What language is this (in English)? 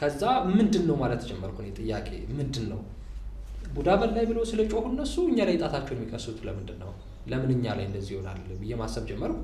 Amharic